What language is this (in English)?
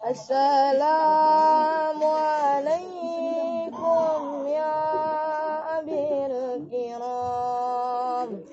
Betawi